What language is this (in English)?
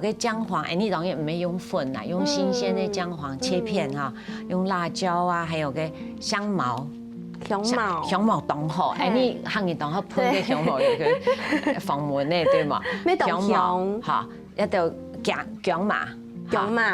Hakka Chinese